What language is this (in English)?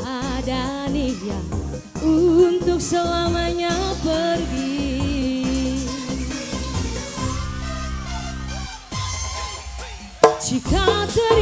Indonesian